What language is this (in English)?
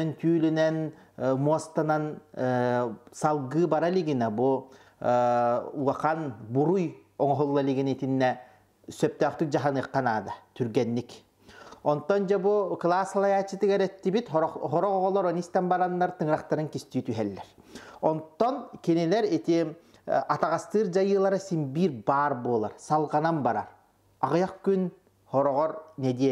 Yakut